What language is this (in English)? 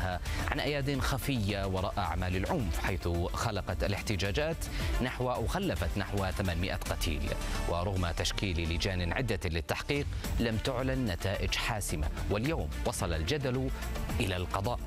Arabic